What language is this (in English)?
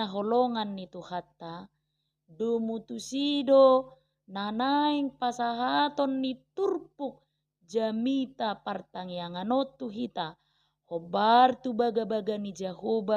Batak Toba